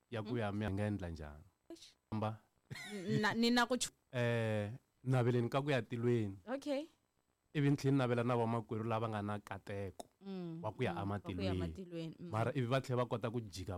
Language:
Tsonga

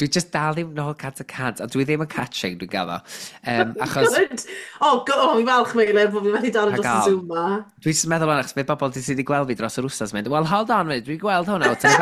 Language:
Welsh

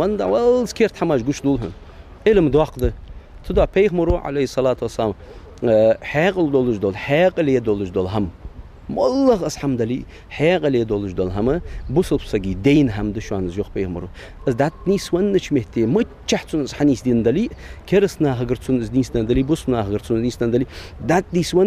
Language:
Ingush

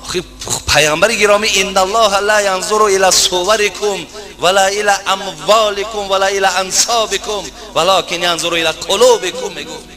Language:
Tajik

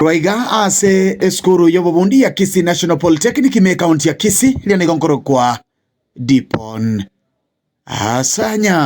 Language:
Gusii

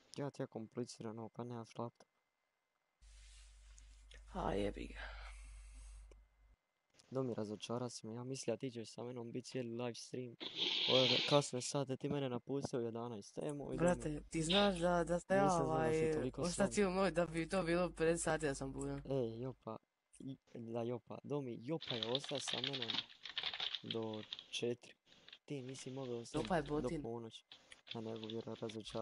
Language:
Croatian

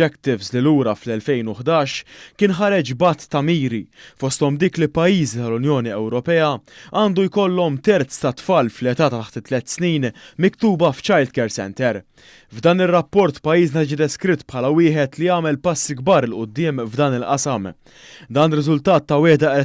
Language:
Maltese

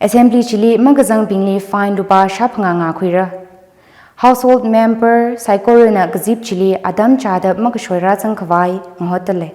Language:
Tangkhul Naga (India)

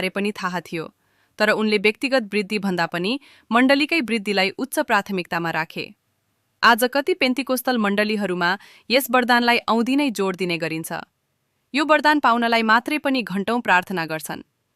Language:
Nepali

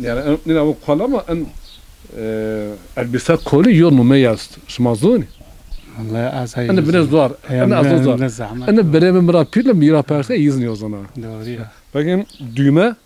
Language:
Zaza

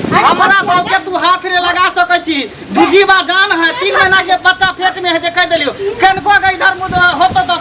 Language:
Maithili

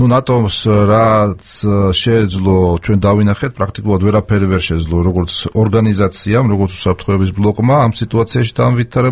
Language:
Georgian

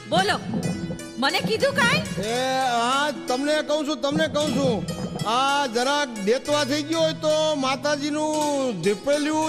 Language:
Gujarati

